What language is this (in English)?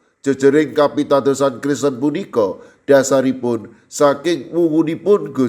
Javanese